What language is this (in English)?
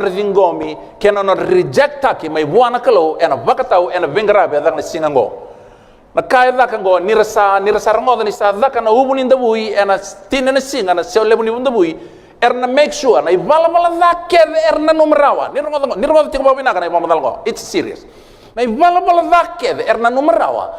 Fijian